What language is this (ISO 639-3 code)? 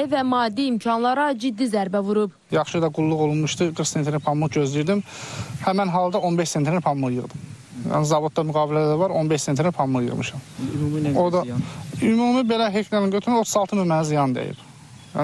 aze